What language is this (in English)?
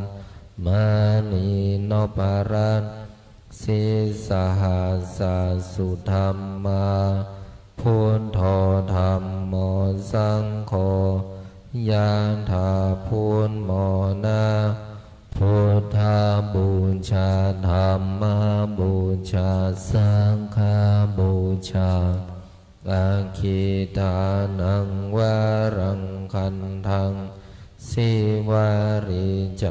Pali